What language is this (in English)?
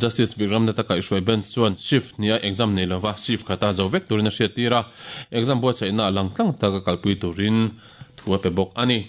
Mizo